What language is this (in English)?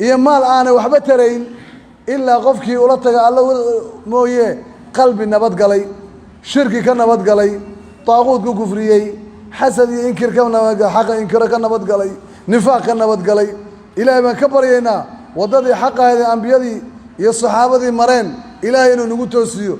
Somali